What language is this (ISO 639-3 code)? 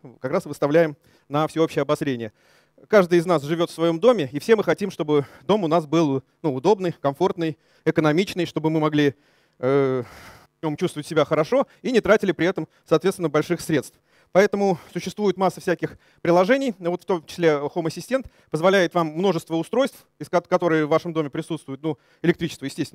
rus